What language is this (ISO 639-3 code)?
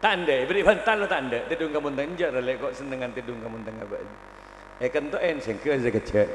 mad